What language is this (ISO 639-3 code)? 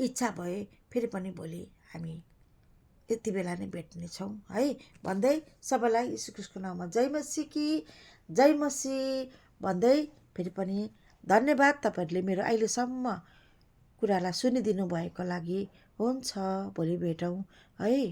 nep